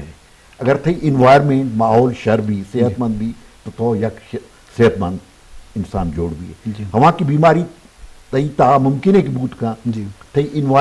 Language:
Eastern Balochi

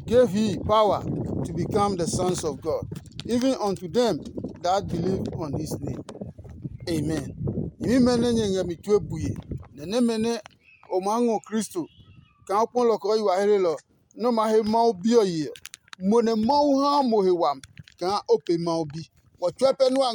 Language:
Adangme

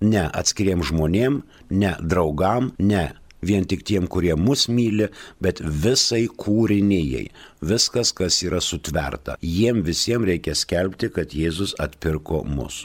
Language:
Lithuanian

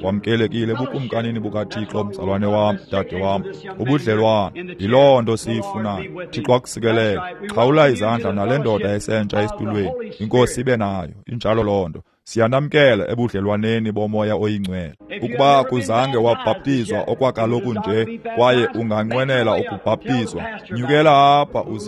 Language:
Xhosa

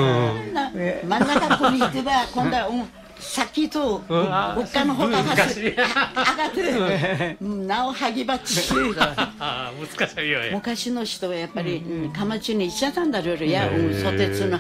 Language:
Japanese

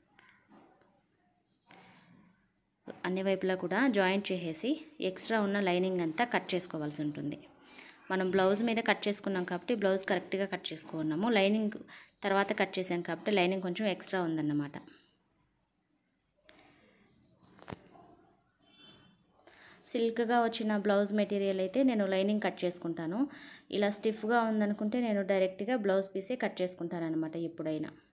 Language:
Telugu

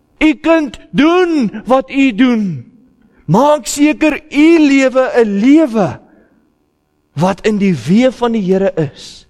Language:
Afrikaans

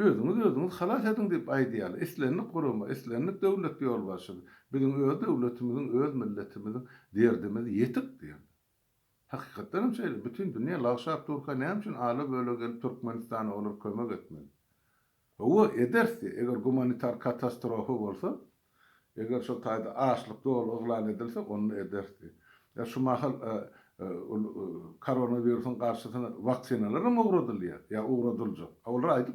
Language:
Turkmen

